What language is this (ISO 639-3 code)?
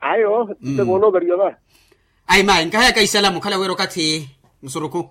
vmw